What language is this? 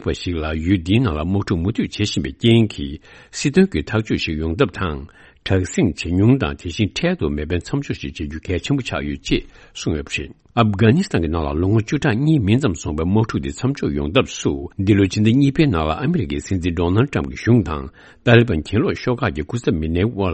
Tibetan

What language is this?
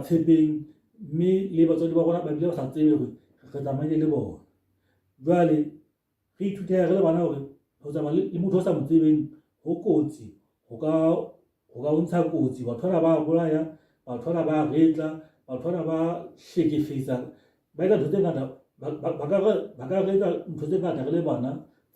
Southern Sotho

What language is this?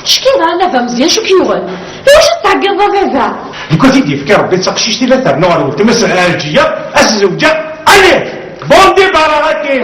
Kabyle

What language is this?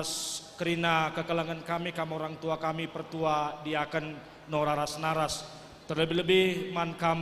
Batak Karo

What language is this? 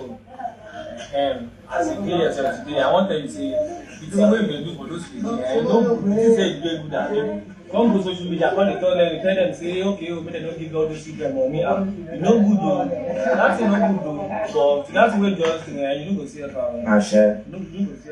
Nigerian Pidgin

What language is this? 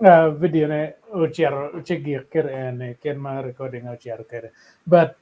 Acoli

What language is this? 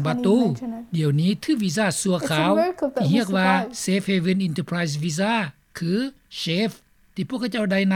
Lao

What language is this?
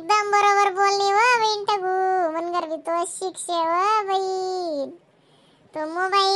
Khandesi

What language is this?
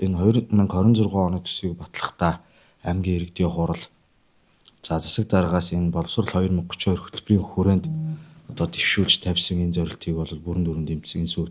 Mongolian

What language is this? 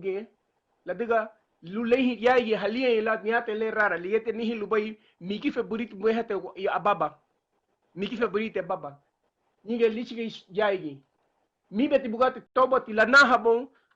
Garifuna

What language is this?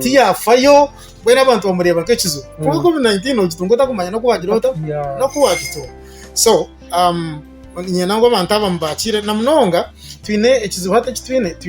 Nyankole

